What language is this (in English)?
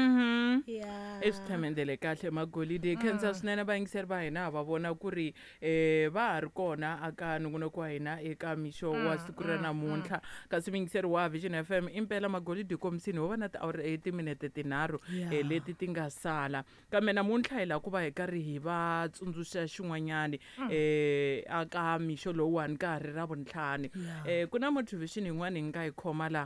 Tsonga